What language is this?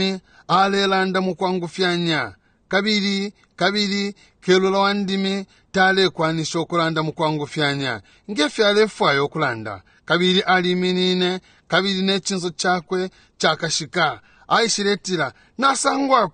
Bemba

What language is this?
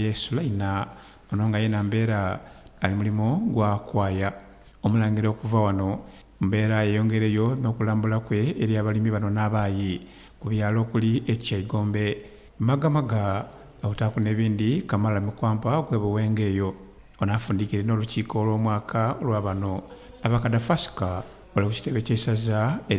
Soga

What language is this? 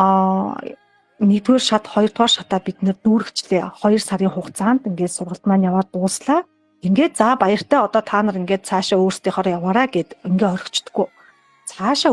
Mongolian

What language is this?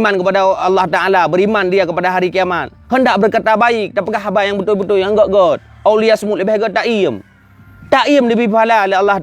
Achinese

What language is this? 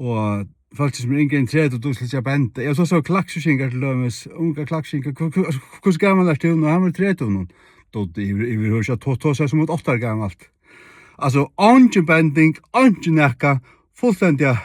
Faroese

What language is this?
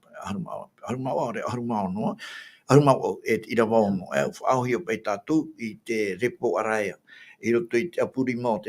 Tahitian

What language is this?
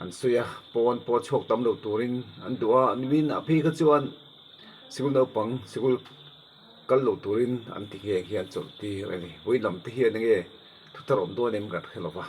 Mizo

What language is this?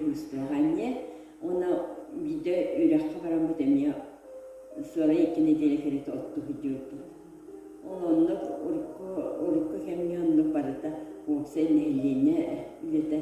Yakut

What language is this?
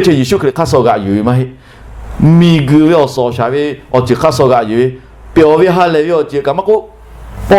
Lahu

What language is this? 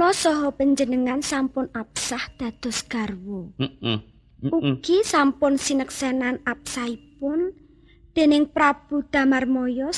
Javanese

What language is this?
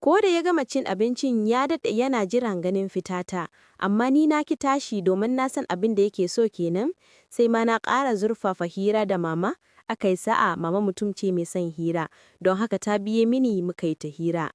Hausa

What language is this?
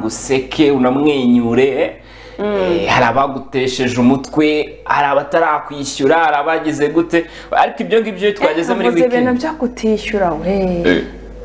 Kinyarwanda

